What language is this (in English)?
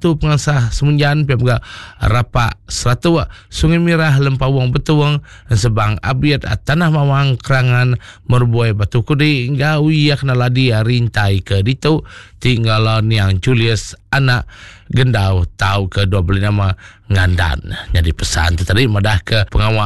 Iban